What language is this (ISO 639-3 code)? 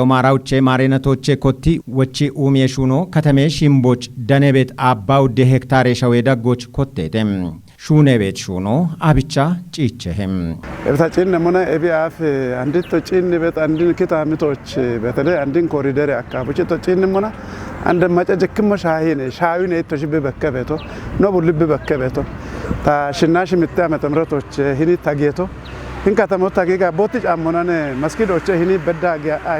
kbr